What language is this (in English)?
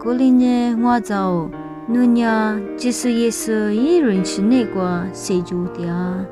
Lisu